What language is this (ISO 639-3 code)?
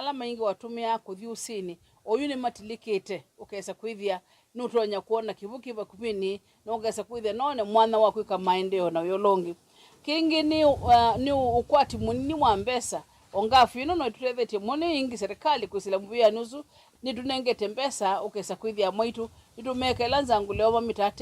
kam